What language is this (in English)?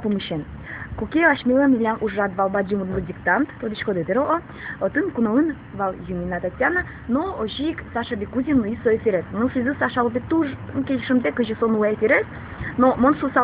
Udmurt